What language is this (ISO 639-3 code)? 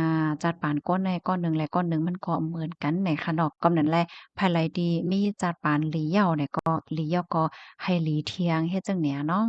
shn